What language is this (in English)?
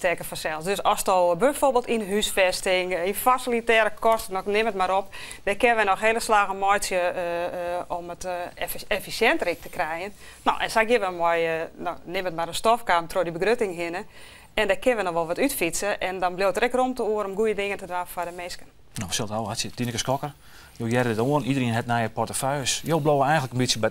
Western Frisian